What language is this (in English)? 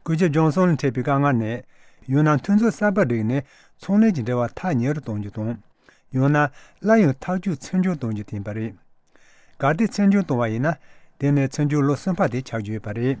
Tibetan